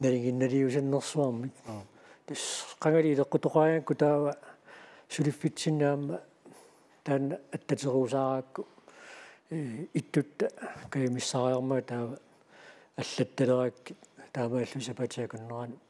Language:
Kalaallisut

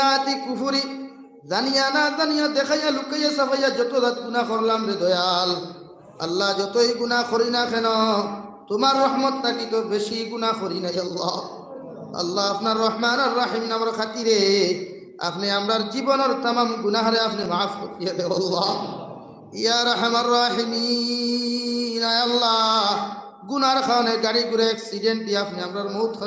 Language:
Sylheti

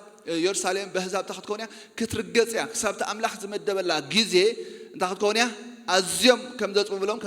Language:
Tigrinya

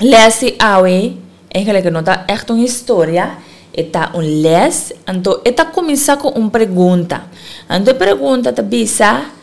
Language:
Papiamento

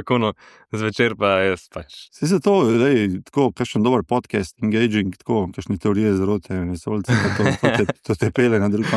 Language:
Slovenian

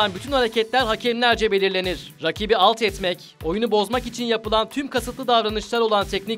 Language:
Turkish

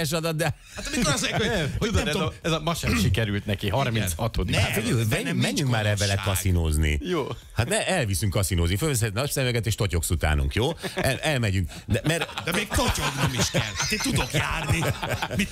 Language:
Hungarian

